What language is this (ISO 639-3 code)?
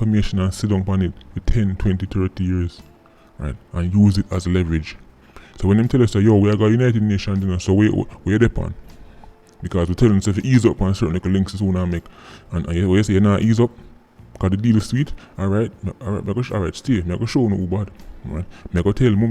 jam